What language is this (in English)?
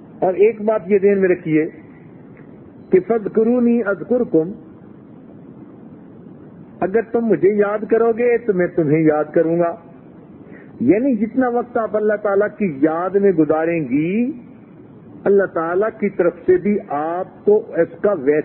Urdu